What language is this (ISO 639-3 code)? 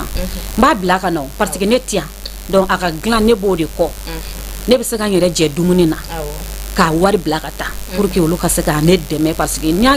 bam